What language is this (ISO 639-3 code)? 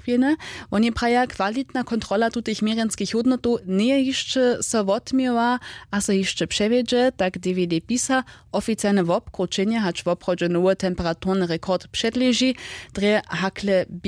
hsb